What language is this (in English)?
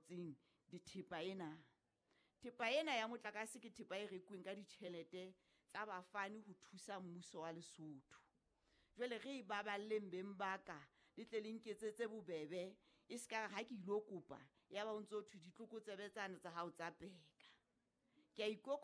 Southern Sotho